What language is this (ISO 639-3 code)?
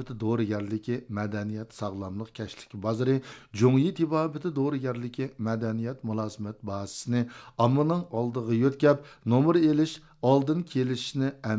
uig